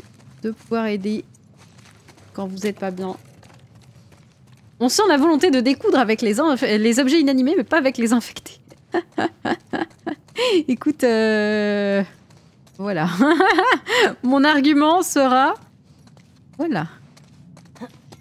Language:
French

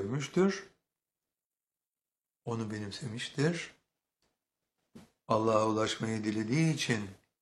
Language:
Turkish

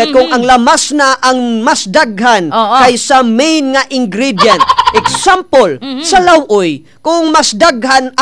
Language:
Cebuano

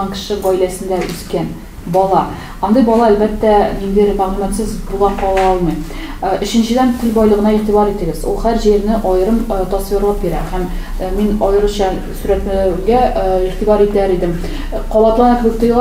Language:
Tatar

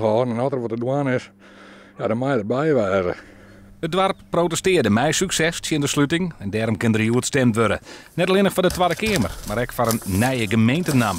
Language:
Western Frisian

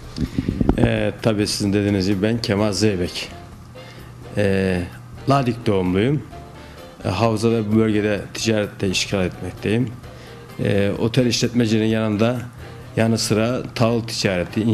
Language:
Turkish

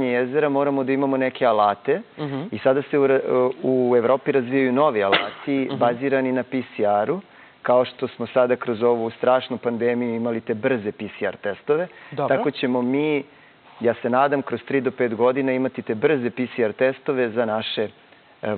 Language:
Serbian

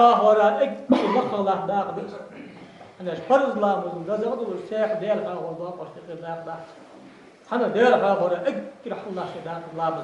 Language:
Ingush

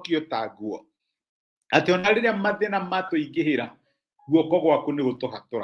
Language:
Kikuyu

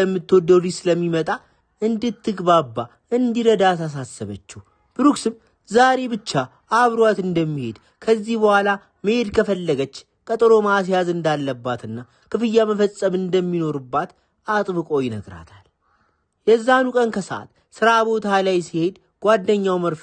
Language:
Amharic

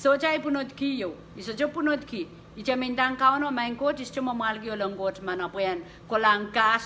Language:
Pohnpeian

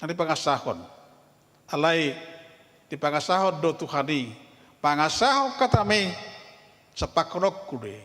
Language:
Batak Toba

